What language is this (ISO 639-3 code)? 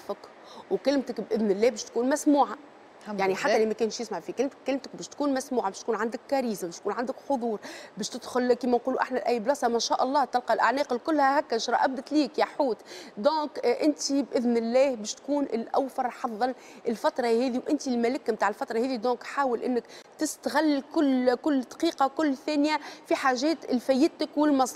aeb